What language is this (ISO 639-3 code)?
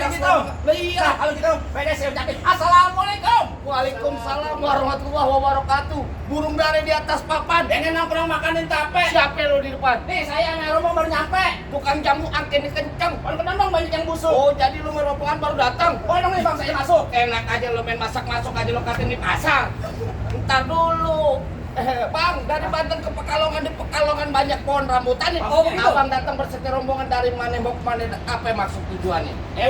bew